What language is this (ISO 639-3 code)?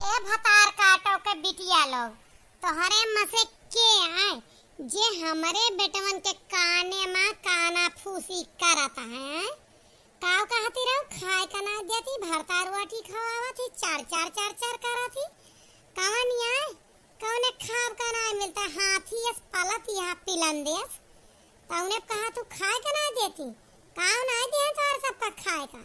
awa